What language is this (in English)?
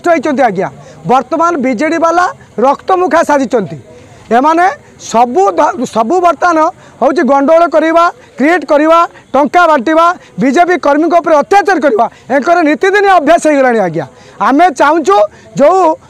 Odia